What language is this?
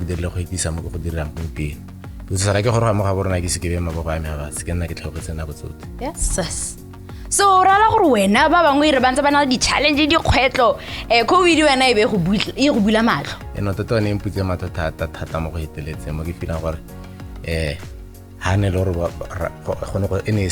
Tswana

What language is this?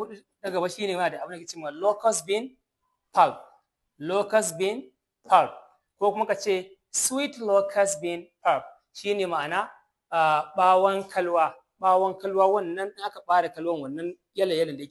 Hausa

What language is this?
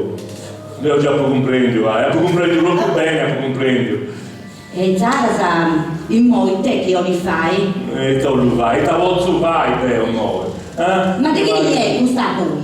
Sardinian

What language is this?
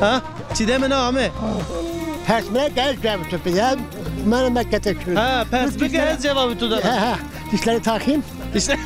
Zaza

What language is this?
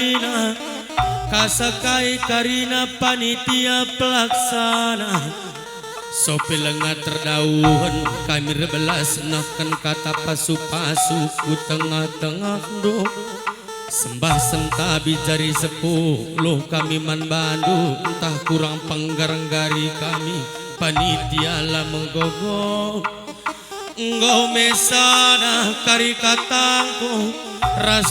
Batak Karo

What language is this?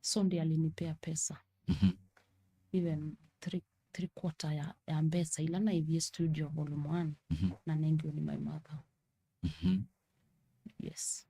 Kamba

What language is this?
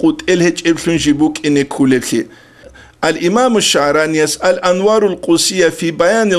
Avaric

